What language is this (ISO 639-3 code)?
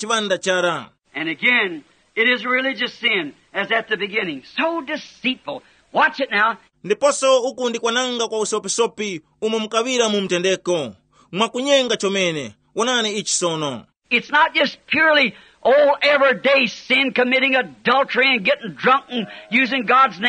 tum